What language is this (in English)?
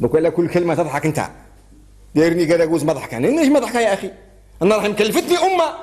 Algerian Arabic